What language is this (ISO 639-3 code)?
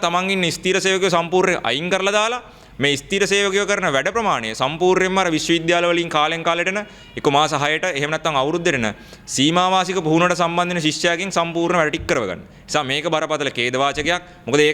sin